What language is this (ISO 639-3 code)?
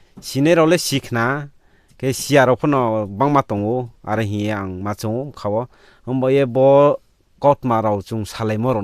ria